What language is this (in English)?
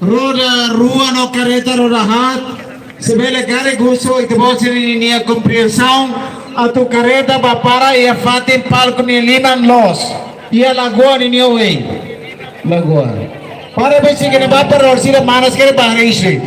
Tetum